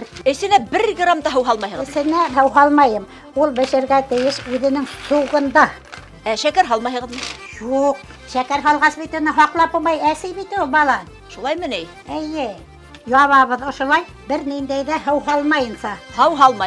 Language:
Bashkir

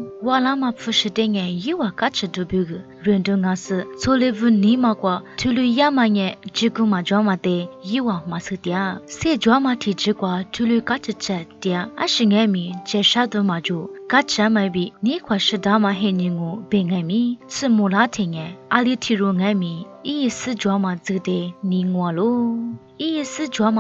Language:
Lisu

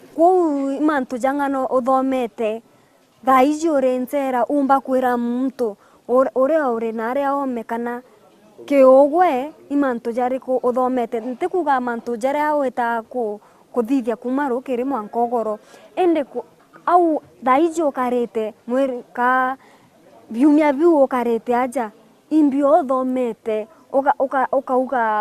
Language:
Meru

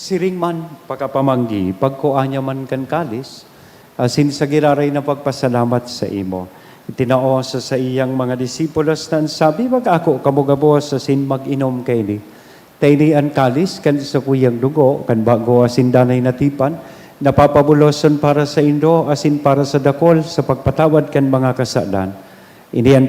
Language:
Bikol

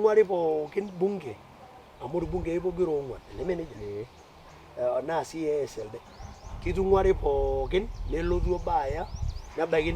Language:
Masai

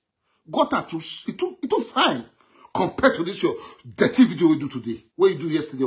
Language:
Nigerian Pidgin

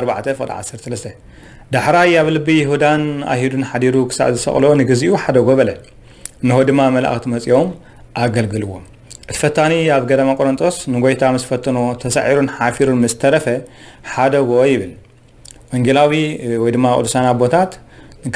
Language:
Tigrinya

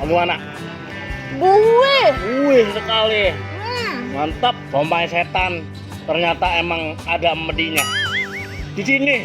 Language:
Betawi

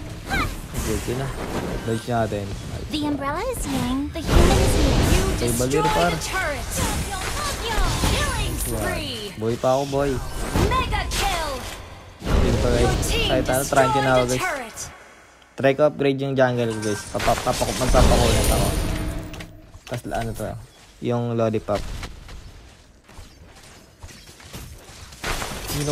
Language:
Filipino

